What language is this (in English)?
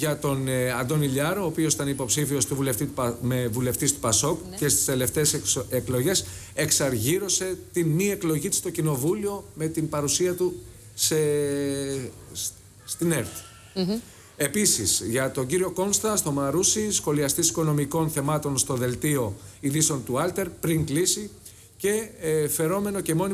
Greek